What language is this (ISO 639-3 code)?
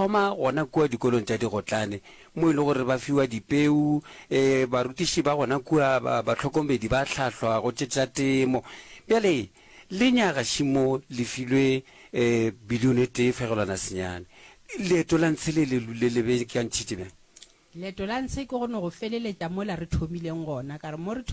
nso